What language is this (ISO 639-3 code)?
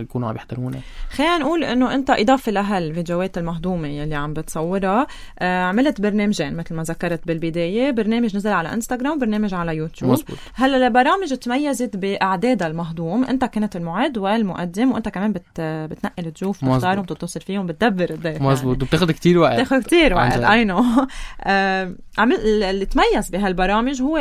apc